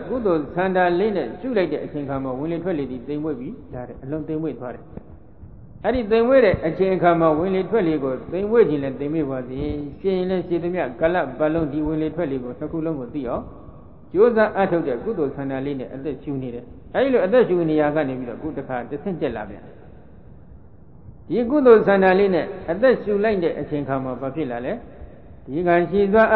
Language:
Burmese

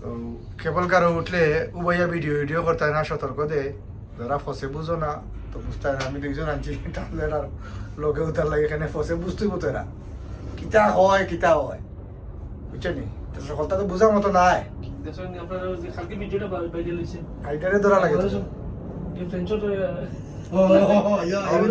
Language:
Sylheti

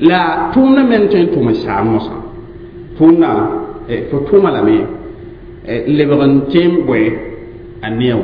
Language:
Mossi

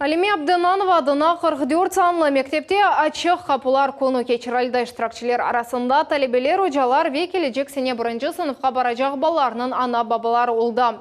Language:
Crimean Tatar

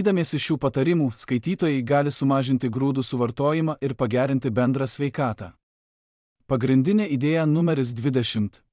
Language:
Lithuanian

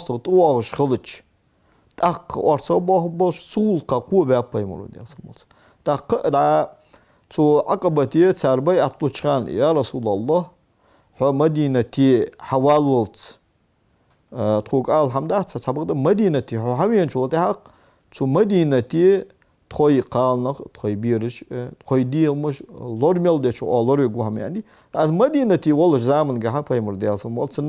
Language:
Ingush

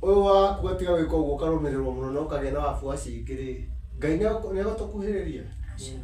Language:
Kikuyu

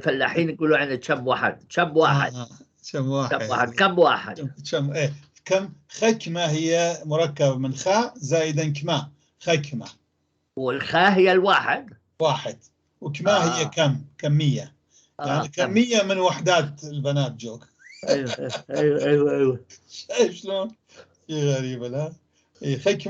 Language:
North Levantine Arabic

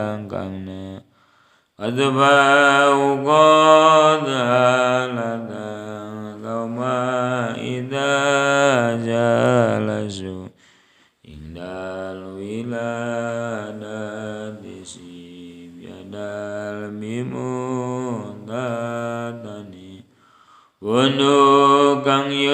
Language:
Sundanese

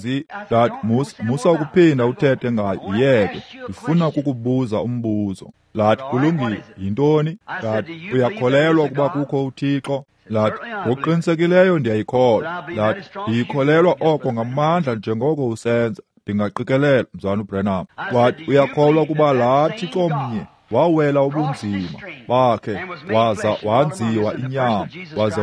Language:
Xhosa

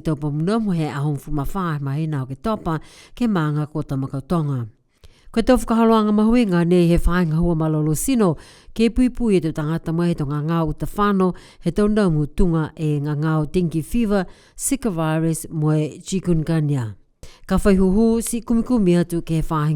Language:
Niuean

